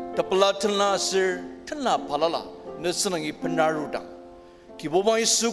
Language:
Ao Naga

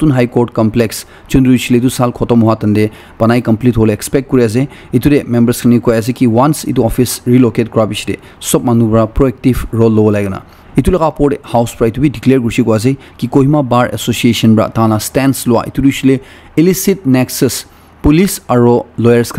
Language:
Naga Pidgin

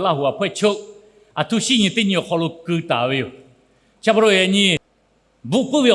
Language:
Lahu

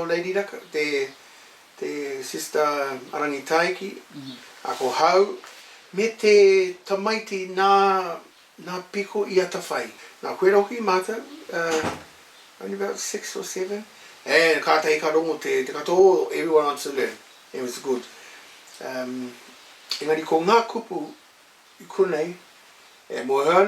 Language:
Māori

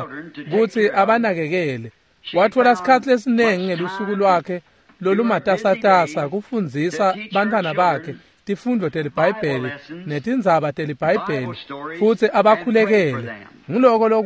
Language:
Swati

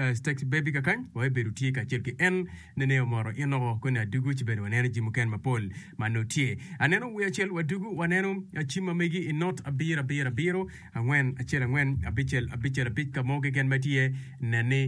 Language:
Acoli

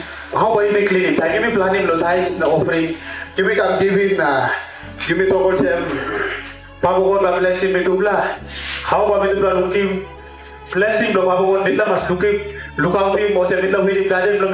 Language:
Tok Pisin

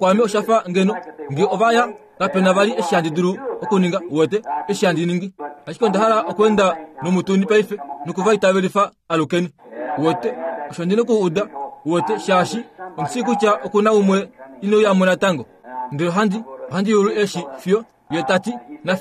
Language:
Kuanyama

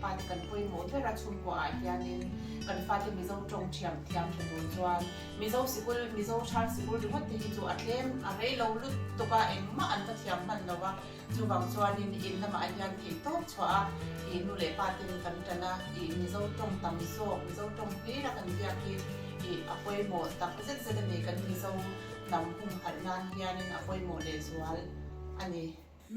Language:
Mizo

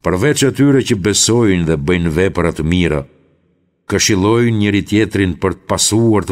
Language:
Albanian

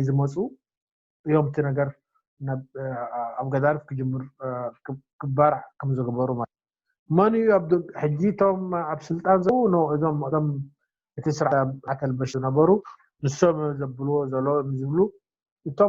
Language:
Tigrinya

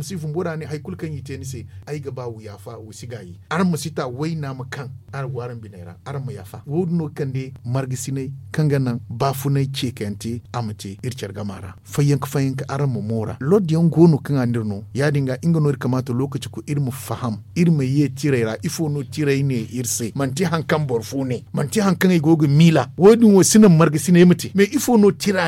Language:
Zarma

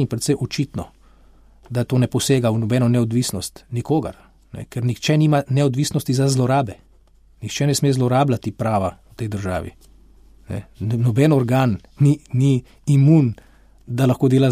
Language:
Slovenian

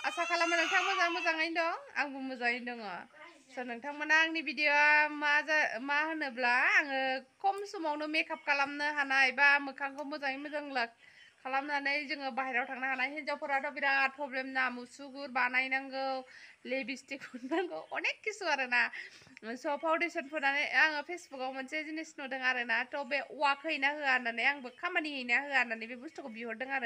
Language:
Bodo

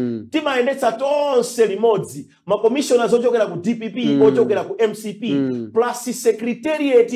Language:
Nyanja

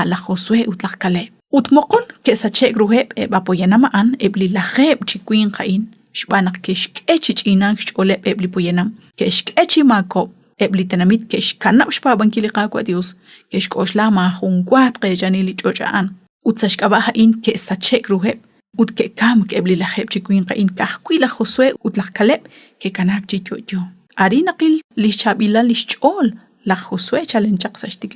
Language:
Kekchí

